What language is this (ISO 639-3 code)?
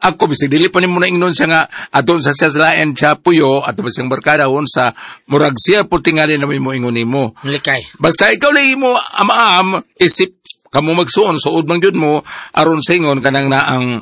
ceb